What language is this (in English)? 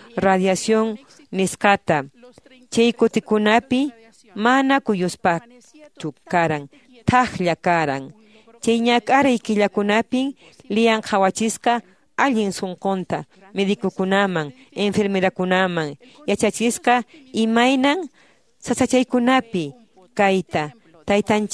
Quechua